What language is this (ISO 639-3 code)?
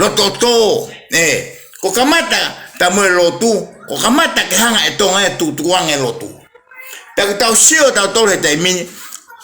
ton